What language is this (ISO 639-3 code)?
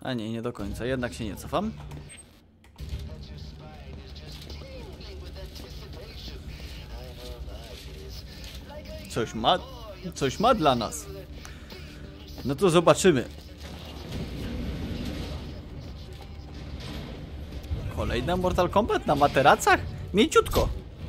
pol